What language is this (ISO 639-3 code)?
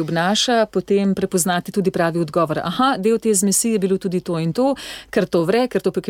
slv